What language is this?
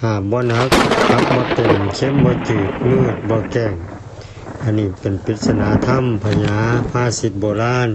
Northeastern Thai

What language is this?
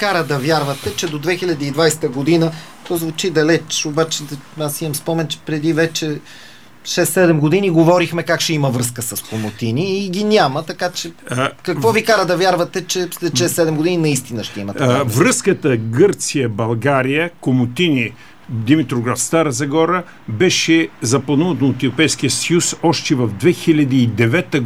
Bulgarian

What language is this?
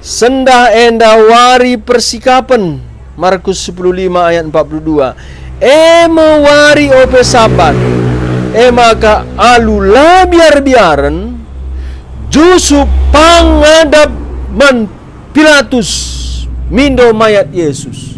Batak Karo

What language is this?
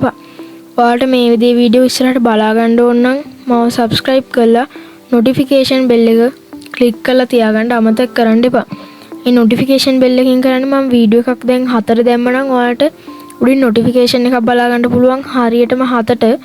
Sinhala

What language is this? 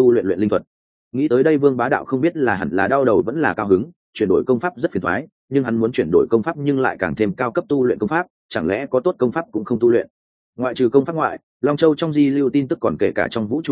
Vietnamese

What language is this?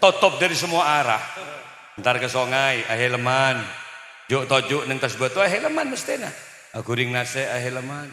Madurese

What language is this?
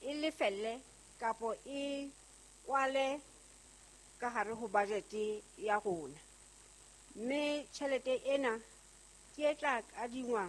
Southern Sotho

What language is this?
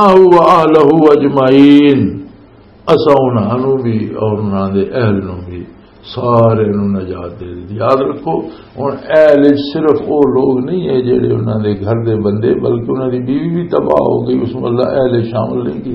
Western Panjabi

